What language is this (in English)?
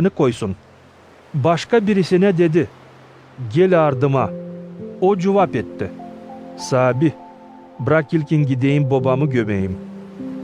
Gagauz